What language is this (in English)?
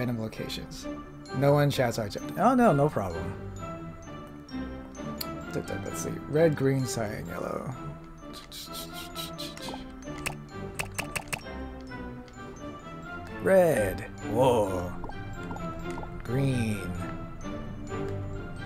English